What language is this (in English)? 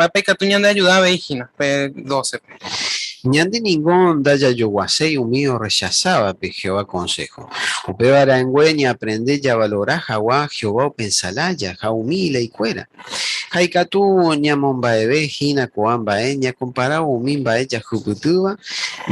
Guarani